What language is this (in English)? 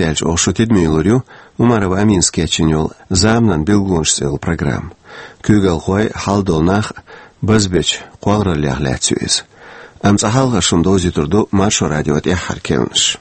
Chechen